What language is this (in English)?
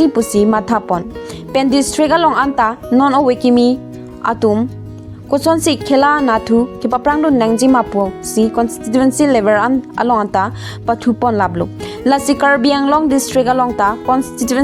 Karbi